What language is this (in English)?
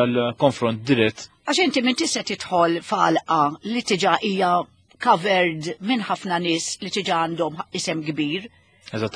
Maltese